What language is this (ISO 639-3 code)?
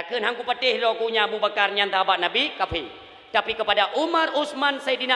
ace